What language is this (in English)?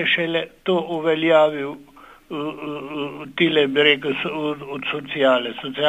Slovenian